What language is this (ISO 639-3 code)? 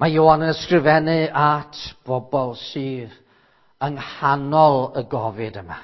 cym